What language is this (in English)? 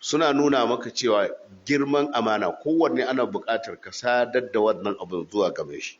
Hausa